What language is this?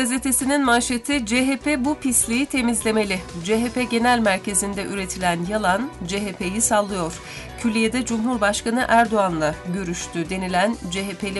Turkish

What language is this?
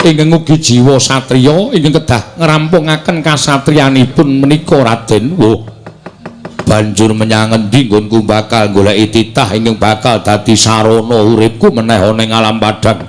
Javanese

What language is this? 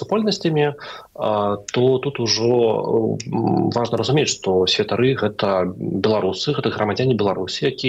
Belarusian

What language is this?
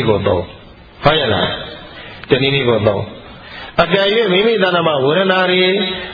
Burmese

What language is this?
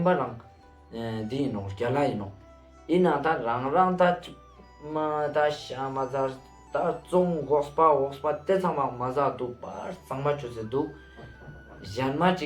Ladakhi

